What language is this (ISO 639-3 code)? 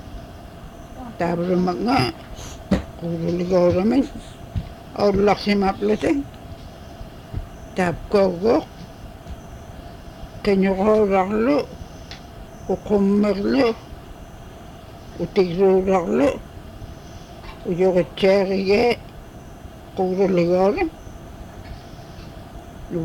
ipk